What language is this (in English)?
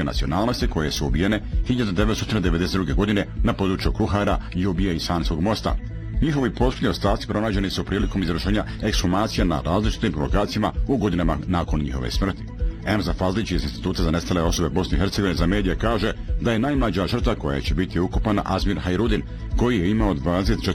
Bosnian